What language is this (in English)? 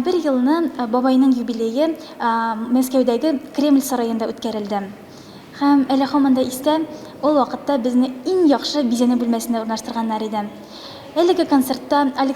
Tatar